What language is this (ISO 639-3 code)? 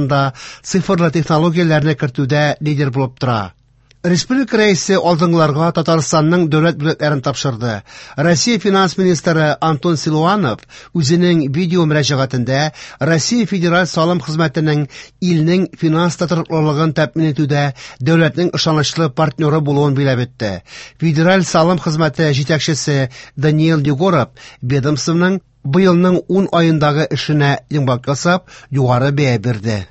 tat